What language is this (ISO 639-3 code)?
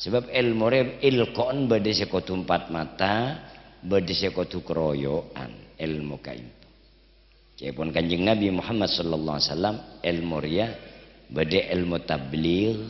mad